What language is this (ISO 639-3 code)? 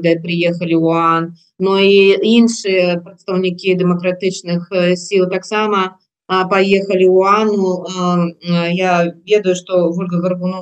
bel